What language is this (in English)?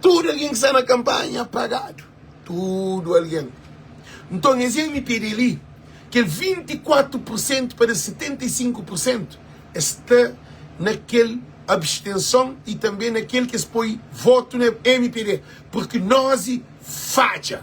Kabuverdianu